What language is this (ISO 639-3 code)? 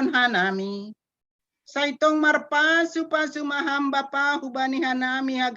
bts